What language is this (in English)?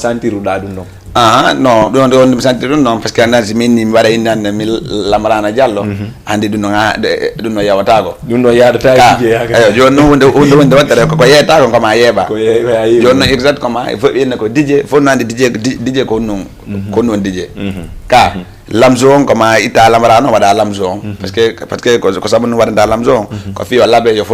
Fula